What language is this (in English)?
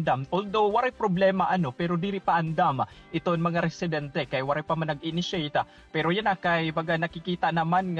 Waray